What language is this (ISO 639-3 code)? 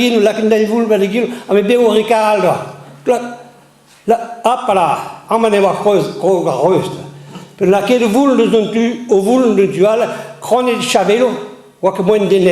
bre